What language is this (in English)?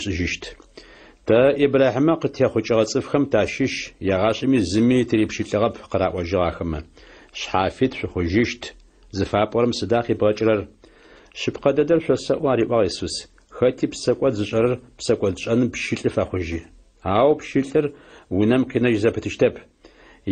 Adyghe